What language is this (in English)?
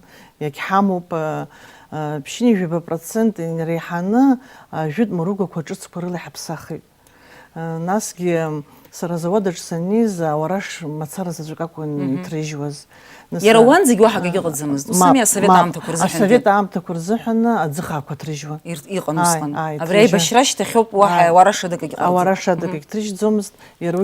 Abkhazian